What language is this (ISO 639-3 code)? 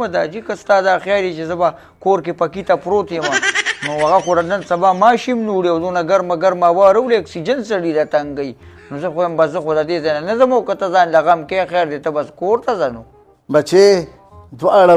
pus